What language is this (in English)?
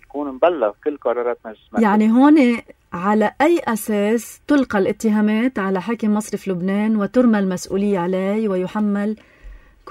North Levantine Arabic